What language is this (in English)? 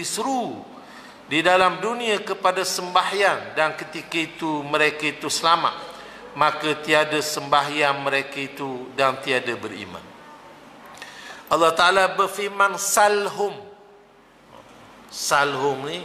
Malay